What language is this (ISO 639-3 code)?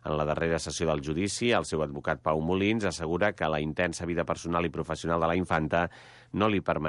cat